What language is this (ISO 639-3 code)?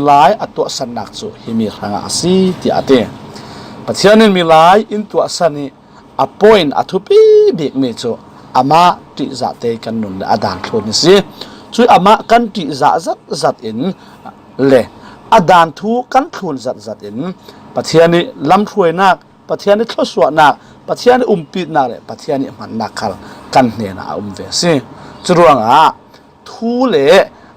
cfm